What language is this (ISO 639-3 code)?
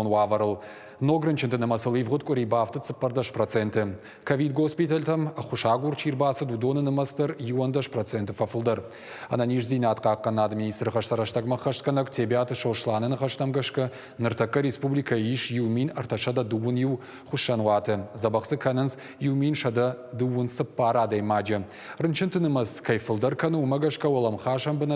oss